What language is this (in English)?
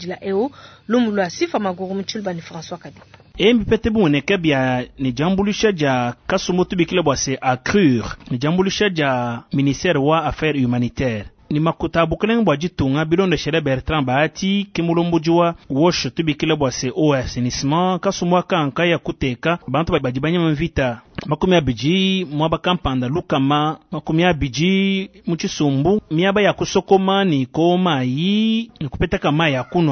Luba-Lulua